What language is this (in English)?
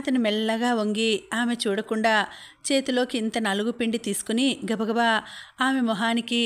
Telugu